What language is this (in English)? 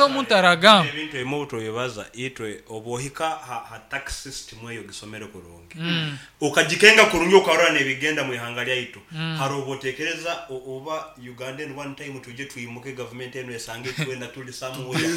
Nyankole